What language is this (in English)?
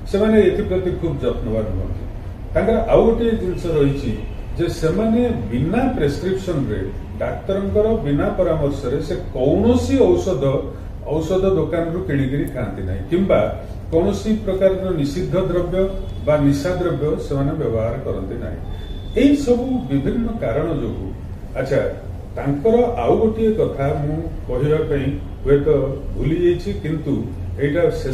Odia